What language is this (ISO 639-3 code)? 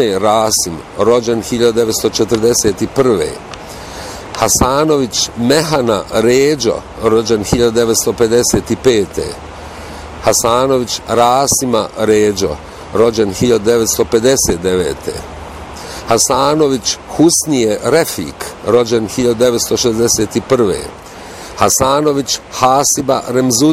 bos